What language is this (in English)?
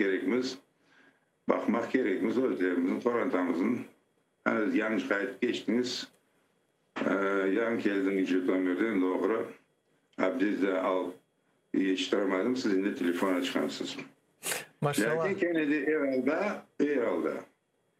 Crimean Tatar